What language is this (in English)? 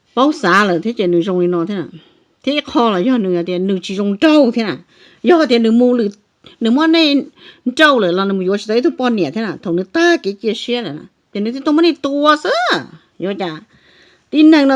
Hmong